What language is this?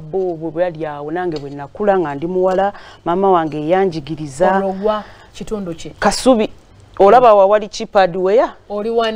Ganda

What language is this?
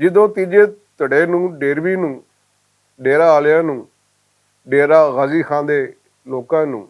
Western Panjabi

